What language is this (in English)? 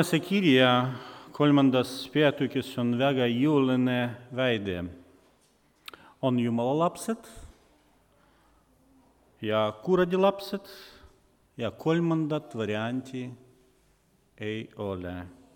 Estonian